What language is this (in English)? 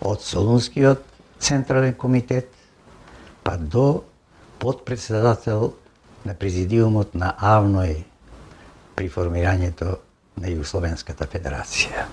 Macedonian